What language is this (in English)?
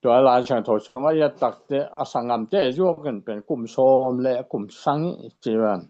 Tedim Chin